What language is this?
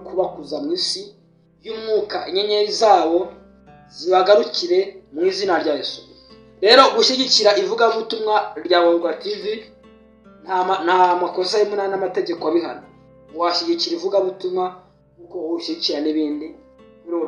Kinyarwanda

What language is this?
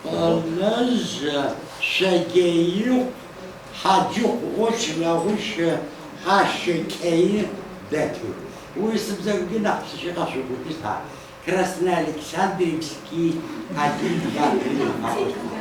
Adyghe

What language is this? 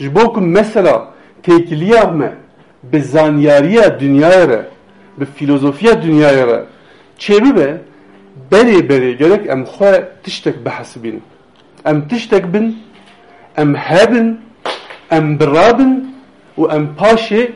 Kurdish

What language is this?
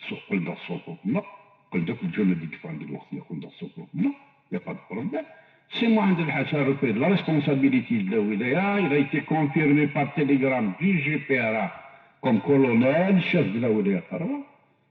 Kabyle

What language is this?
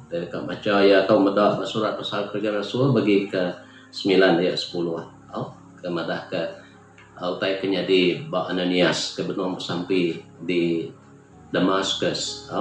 Iban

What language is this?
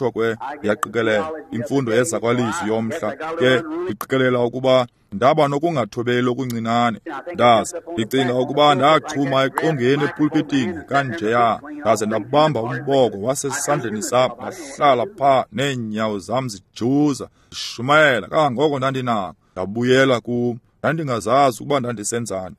Xhosa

